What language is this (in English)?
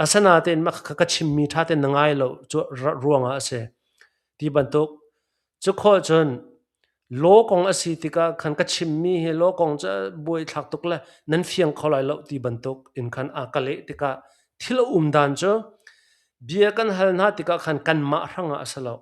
Hakha Chin